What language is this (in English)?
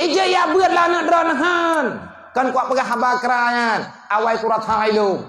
Achinese